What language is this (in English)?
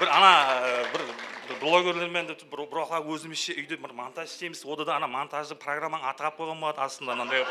Kara-Kalpak